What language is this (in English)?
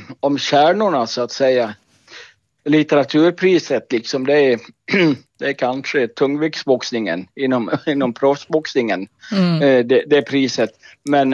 Swedish